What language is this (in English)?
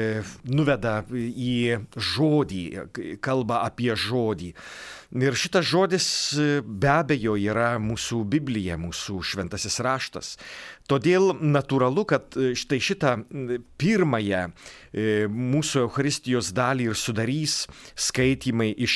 Lithuanian